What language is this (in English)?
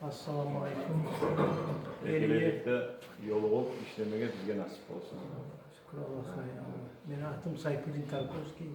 Kumyk